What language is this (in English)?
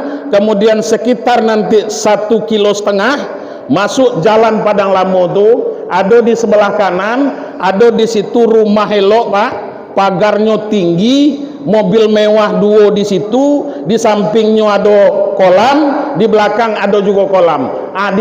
Minangkabau